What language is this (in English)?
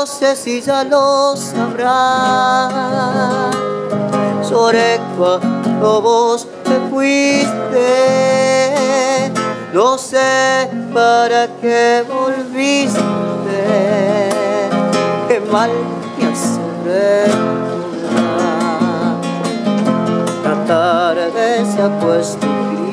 Spanish